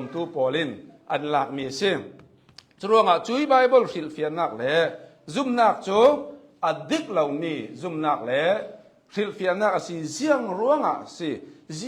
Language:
Hakha Chin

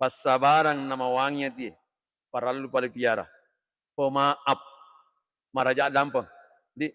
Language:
Buginese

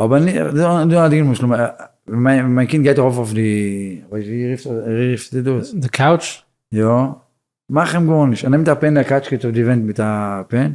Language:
Yiddish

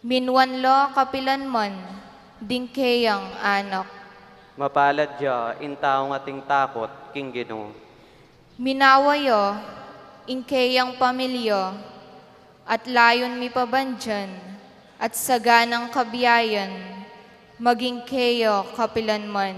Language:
Pampanga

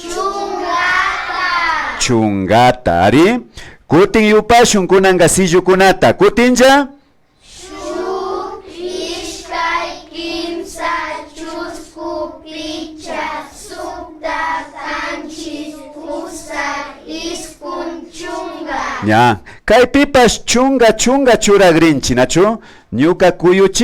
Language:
Imbabura Highland Quichua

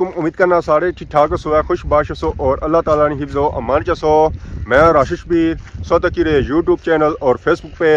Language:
Pahari-Potwari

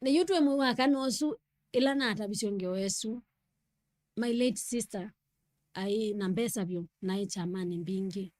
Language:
Kamba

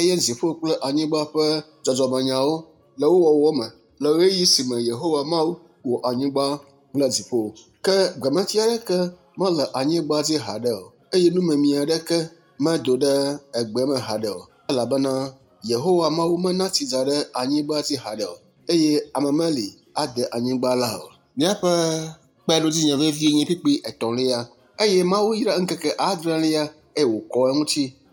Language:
Ewe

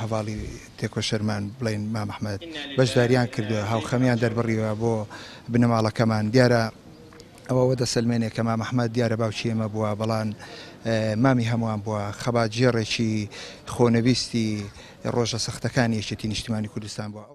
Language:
Central Kurdish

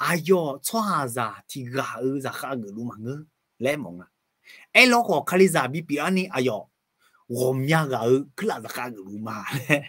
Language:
Akha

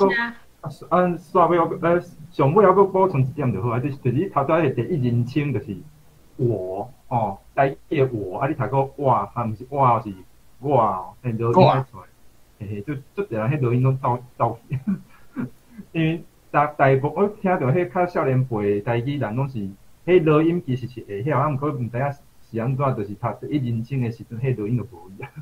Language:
Min Nan Chinese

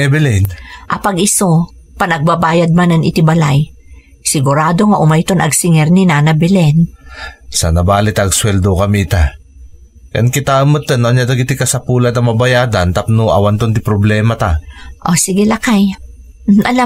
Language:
Iloko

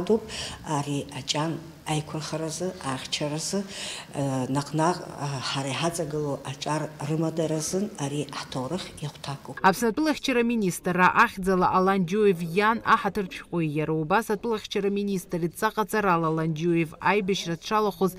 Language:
Abkhazian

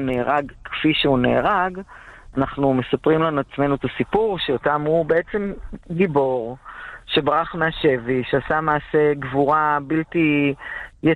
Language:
Hebrew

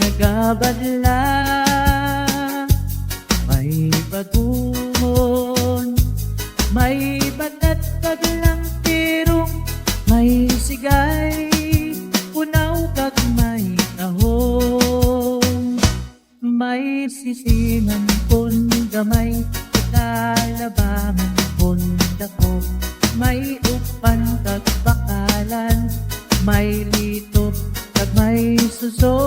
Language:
Hiligaynon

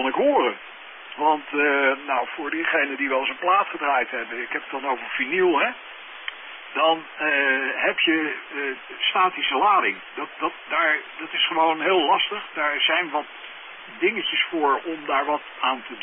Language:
Dutch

